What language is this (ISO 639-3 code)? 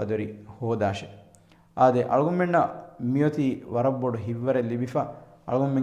div